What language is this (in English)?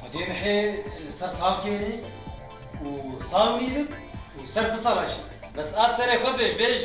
Kurdish